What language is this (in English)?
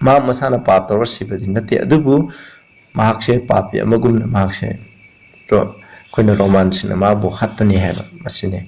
Manipuri